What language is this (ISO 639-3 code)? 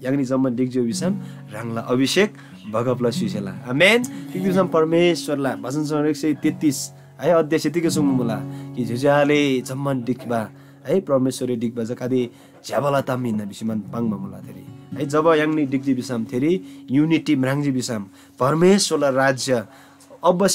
taj